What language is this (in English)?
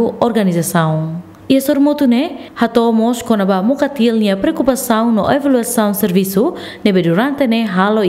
Tetum